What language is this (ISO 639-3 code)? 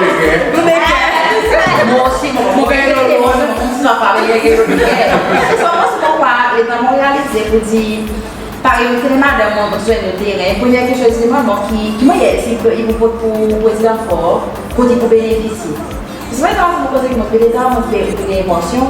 crs